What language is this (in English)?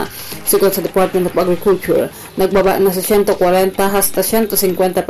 Bikol